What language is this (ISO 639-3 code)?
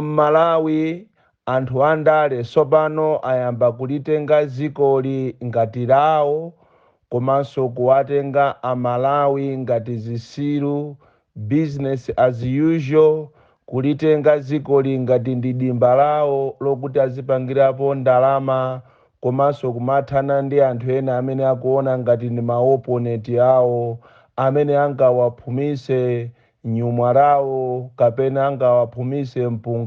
nya